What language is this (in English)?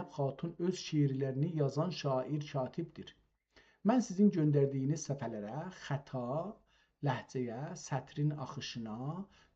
South Azerbaijani